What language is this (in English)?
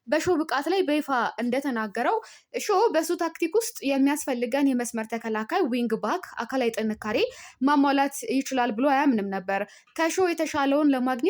Amharic